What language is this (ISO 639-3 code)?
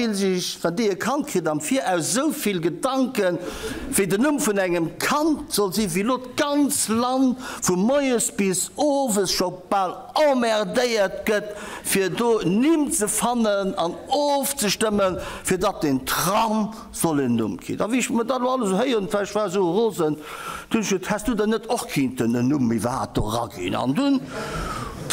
ltz